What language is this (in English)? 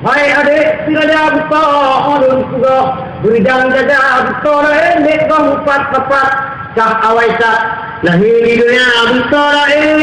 Achinese